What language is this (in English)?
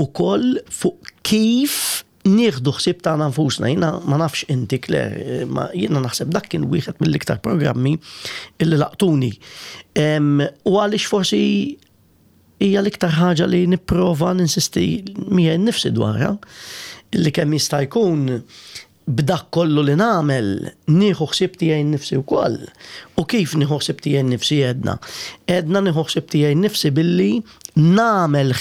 Maltese